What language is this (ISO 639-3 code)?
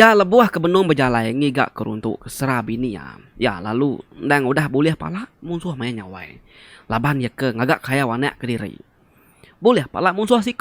iba